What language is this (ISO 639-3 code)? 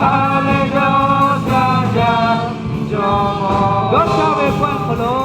lhu